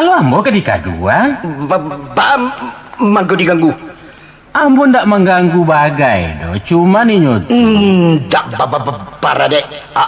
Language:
Minangkabau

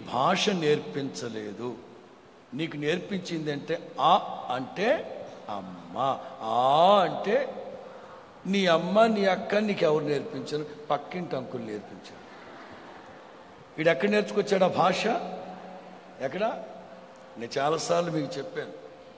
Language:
Telugu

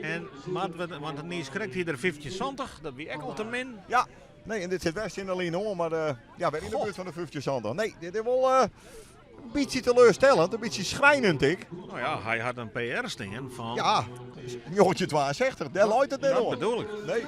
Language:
Western Frisian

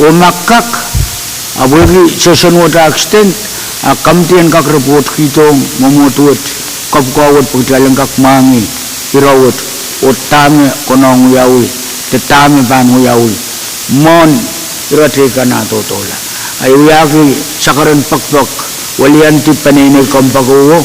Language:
Pohnpeian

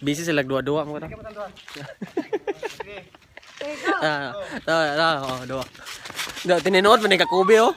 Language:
Cebuano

